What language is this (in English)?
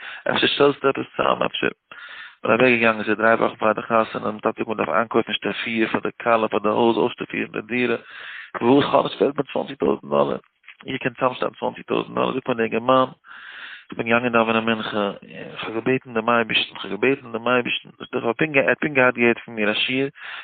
Yiddish